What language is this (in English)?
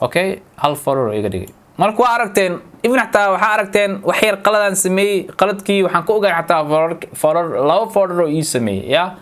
Somali